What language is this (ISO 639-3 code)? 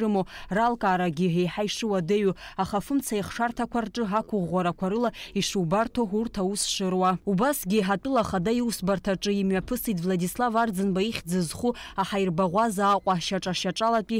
abk